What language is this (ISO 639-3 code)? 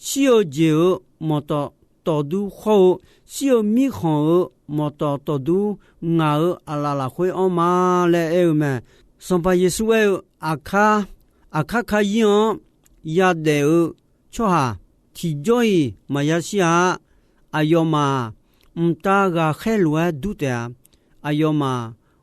ahk